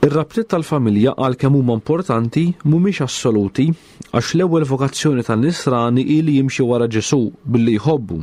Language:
Maltese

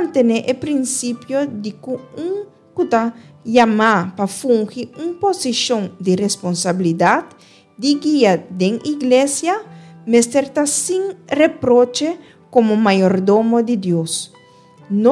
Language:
Papiamento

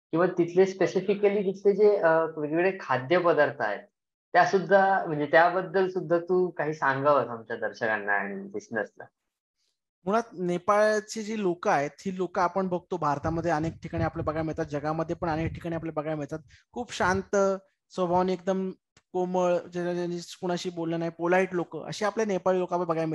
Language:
Marathi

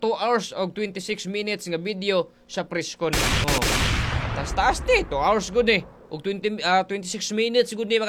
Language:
Cebuano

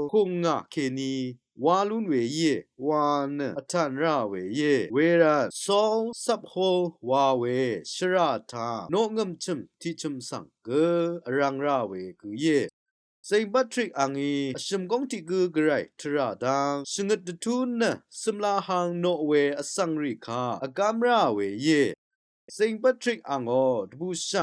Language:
Rawang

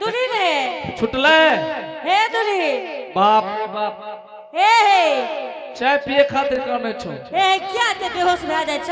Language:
Angika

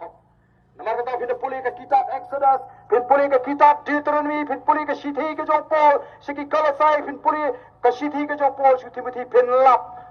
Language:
Khasi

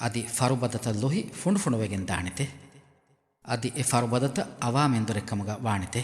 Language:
Divehi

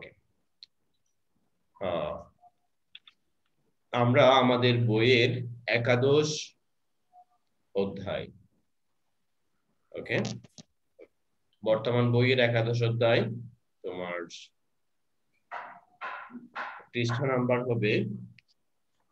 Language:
Bangla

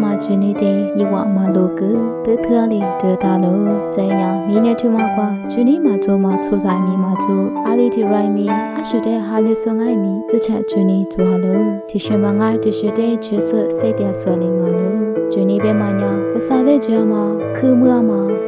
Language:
Lisu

